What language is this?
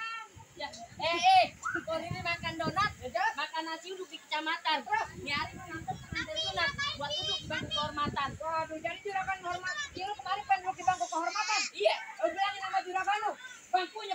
Betawi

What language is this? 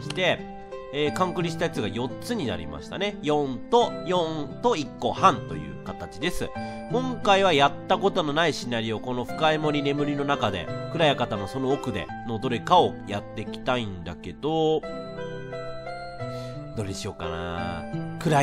Japanese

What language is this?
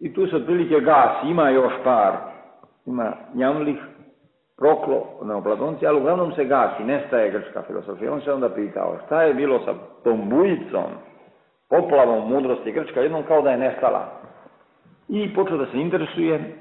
Serbian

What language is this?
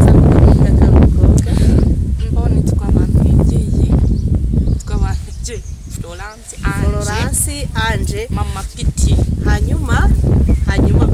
Kinyarwanda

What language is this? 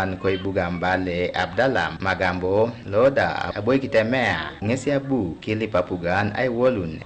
Teso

